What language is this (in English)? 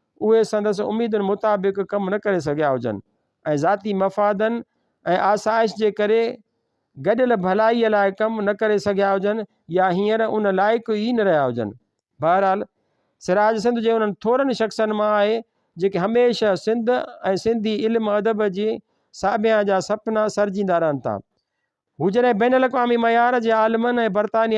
Sindhi